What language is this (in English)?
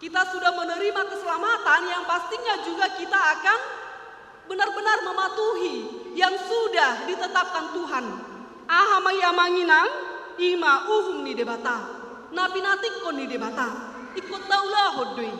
Batak Toba